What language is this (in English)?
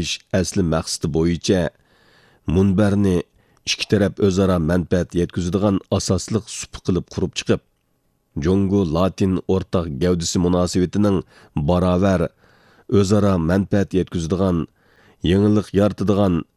Uyghur